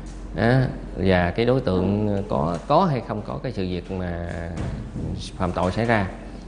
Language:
Vietnamese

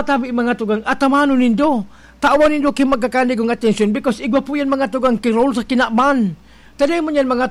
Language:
Bikol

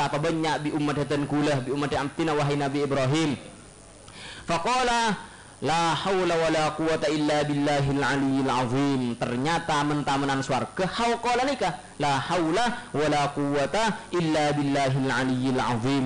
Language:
Madurese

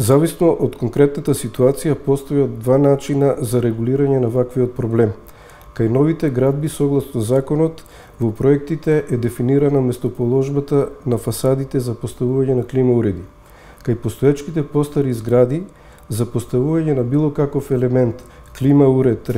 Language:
Macedonian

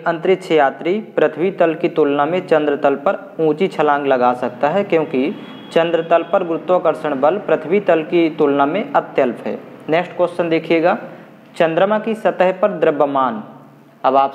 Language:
Hindi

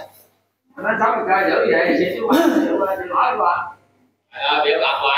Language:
Vietnamese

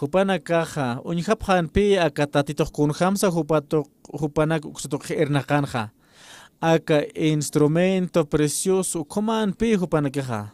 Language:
Aymara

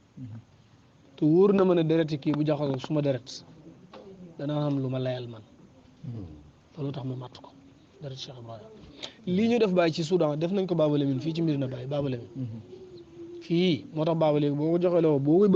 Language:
Wolof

